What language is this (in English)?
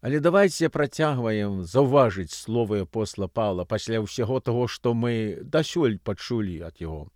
Belarusian